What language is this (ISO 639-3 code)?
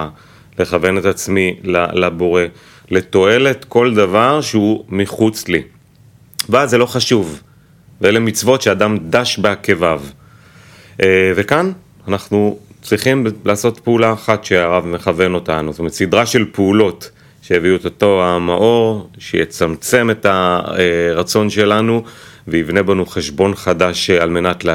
heb